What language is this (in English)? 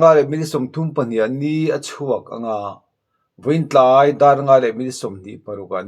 Mizo